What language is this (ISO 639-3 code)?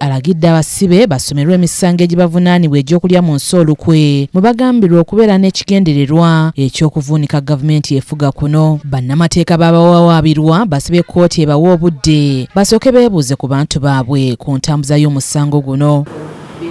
lug